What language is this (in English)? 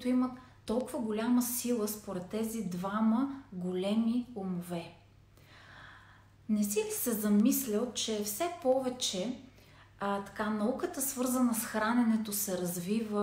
Bulgarian